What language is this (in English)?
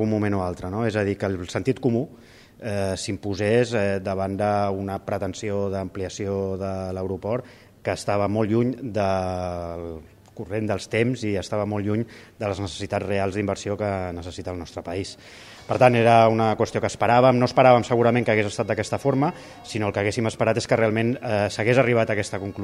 Catalan